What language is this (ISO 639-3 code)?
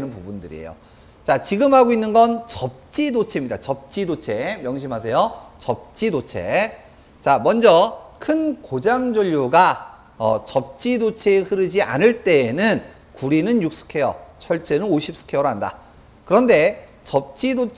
kor